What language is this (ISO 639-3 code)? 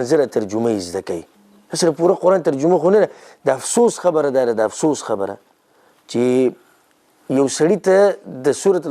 pus